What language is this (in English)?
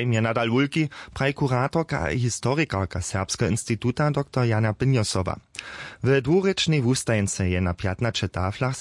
Upper Sorbian